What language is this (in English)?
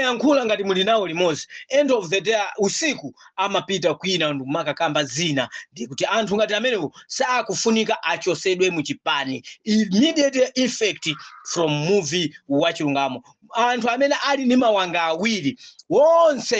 Nyanja